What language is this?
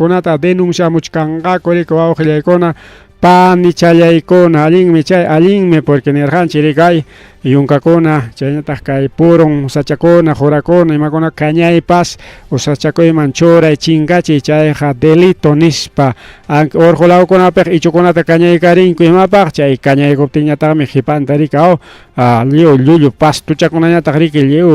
Ayacucho Quechua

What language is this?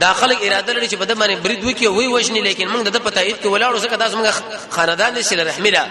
Pashto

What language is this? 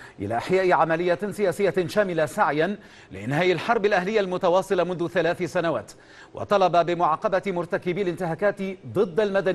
Arabic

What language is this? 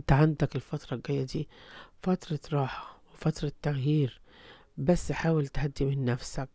Egyptian Arabic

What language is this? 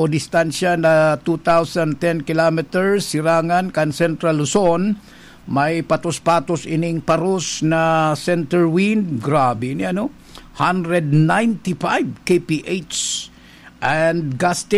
Bikol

